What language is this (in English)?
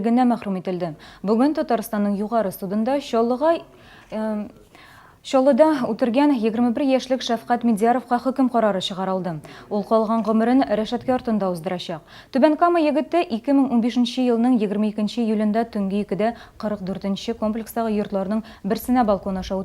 Tatar